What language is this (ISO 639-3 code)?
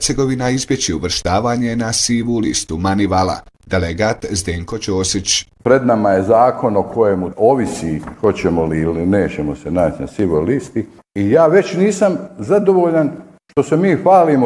bos